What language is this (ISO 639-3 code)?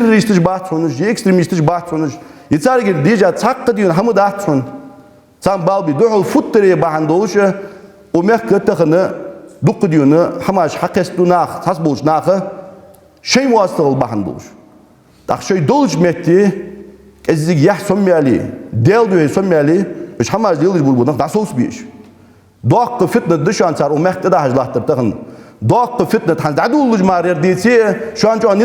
inh